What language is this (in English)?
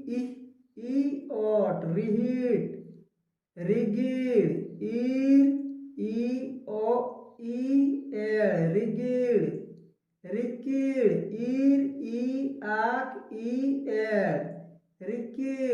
Santali